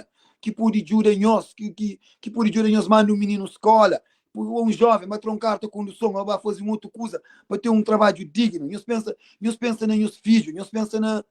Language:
Kabuverdianu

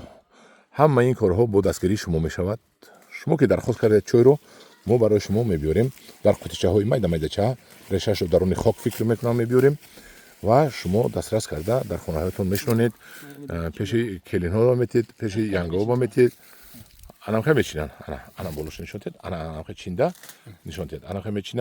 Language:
Tajik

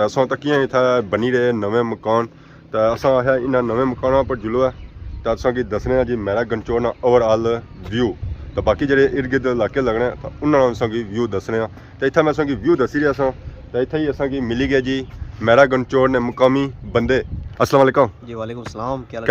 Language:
Pahari-Potwari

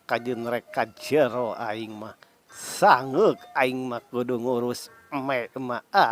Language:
Sundanese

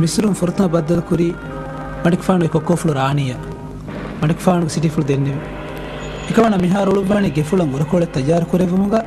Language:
Divehi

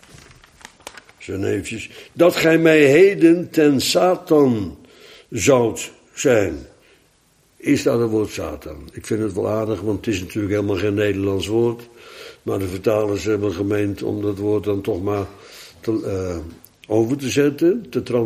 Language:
Dutch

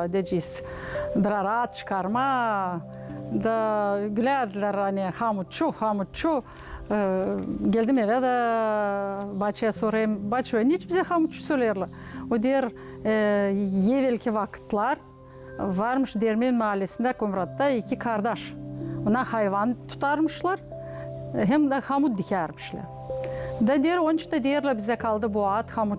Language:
Gagauz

